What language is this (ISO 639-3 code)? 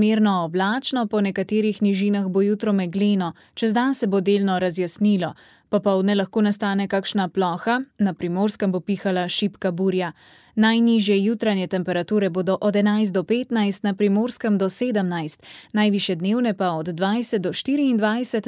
slv